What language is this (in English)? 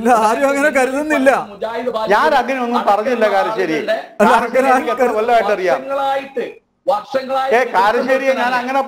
Malayalam